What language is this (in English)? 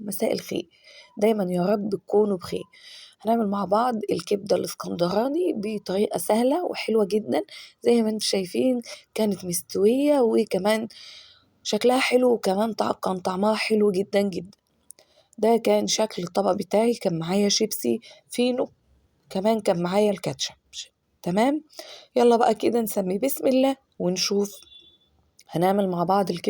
Egyptian Arabic